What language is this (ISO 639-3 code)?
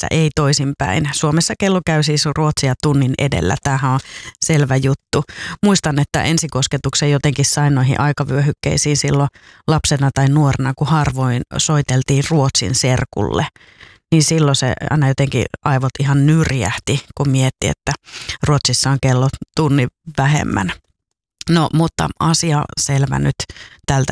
fin